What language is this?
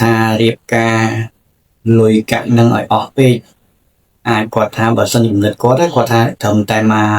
Khmer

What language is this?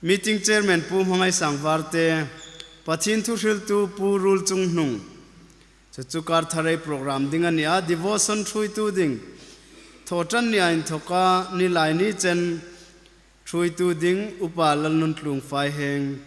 Hmar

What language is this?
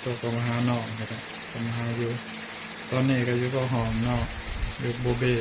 Northeastern Thai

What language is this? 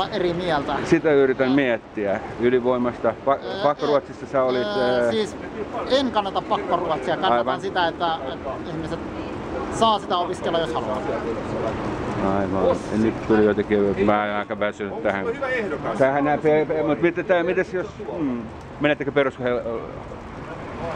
Finnish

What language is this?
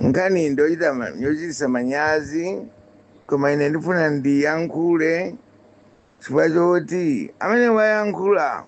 Nyanja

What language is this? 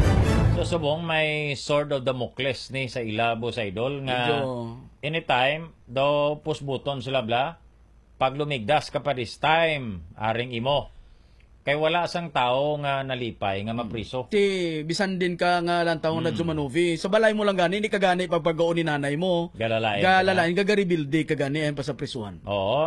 Hiligaynon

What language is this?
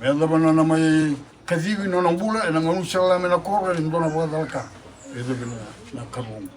Fijian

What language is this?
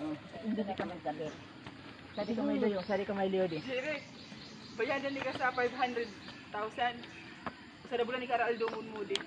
Bikol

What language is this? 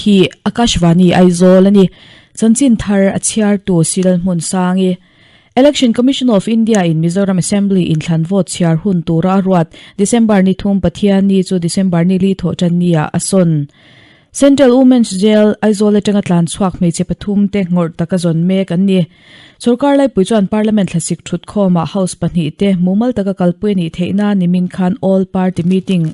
Mizo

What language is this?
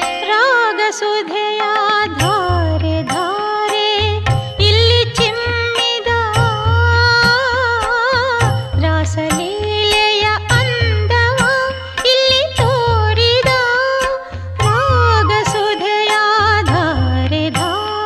Kannada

